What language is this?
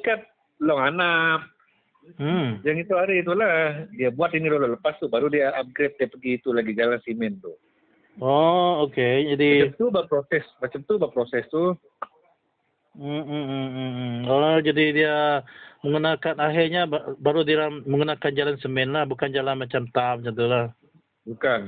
Malay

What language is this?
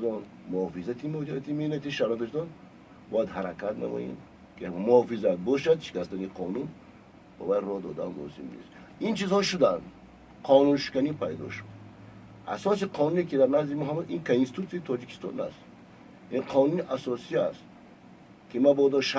Tajik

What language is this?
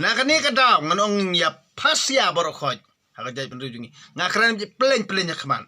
Khasi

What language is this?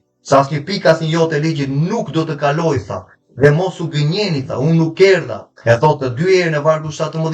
Albanian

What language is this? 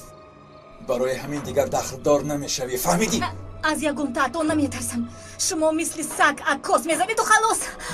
Tajik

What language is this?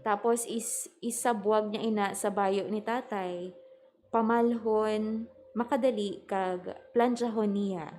Hiligaynon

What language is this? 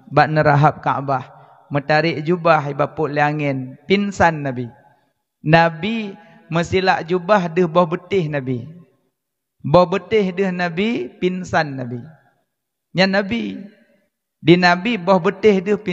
Achinese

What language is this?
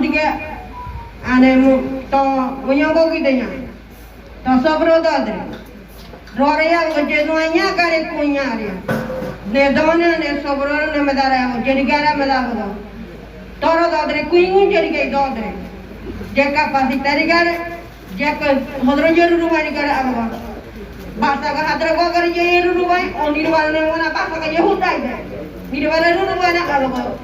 Ngäbere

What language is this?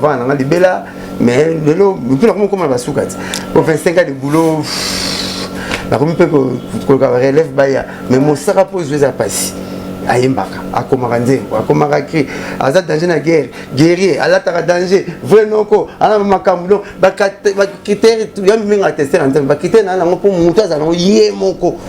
Lingala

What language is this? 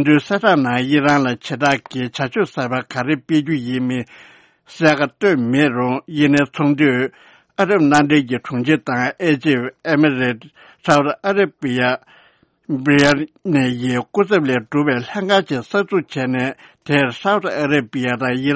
Tibetan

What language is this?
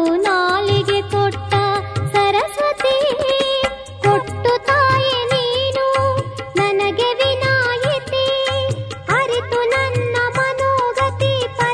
Kannada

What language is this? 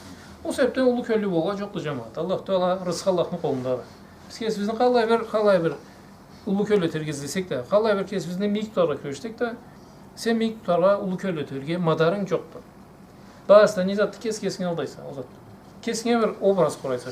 Karachay-Balkar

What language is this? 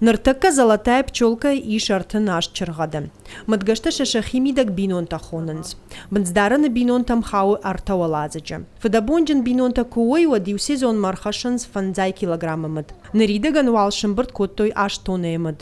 Ossetic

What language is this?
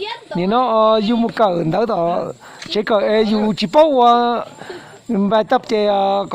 Hmong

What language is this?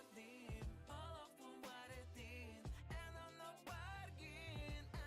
Yakut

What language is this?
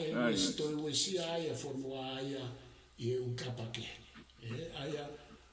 Tongan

